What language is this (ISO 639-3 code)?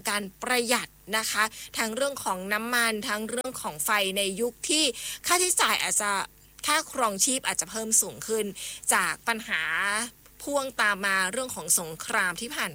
tha